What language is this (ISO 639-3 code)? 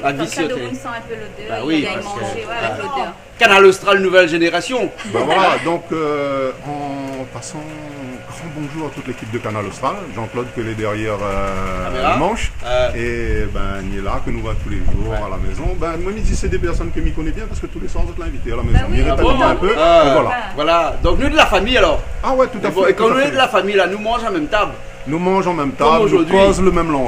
rcf